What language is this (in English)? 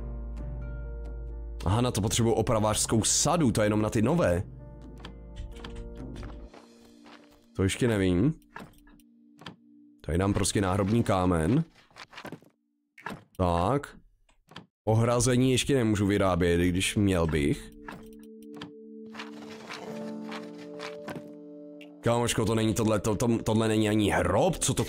Czech